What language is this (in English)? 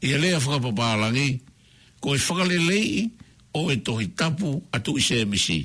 Tongan